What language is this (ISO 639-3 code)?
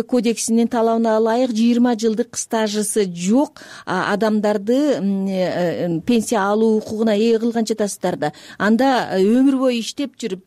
kir